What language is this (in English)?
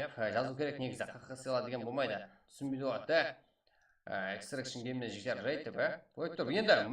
Kara-Kalpak